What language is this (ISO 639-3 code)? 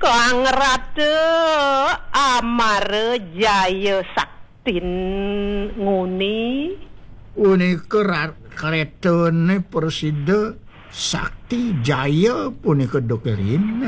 ban